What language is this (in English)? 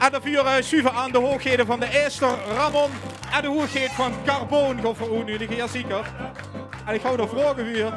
Limburgish